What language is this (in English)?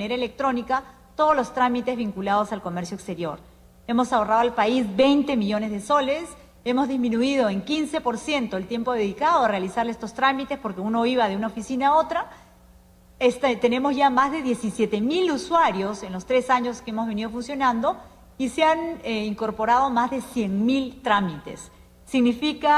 Spanish